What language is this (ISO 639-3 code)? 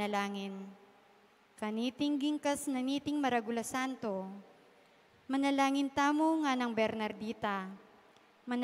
pam